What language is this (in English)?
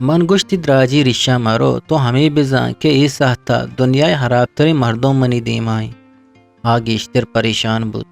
Eastern Balochi